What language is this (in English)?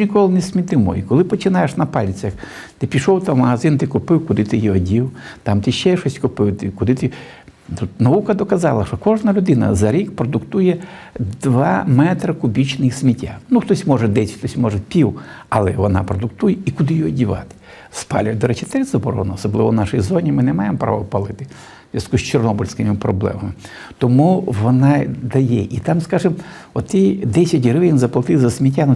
Ukrainian